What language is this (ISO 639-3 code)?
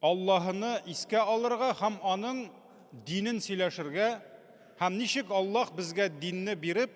tat